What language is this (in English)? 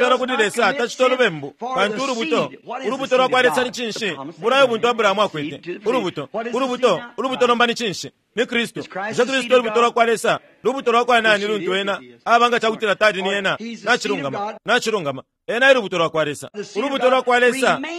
Bemba